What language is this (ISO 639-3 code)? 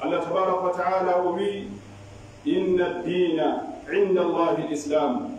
fuf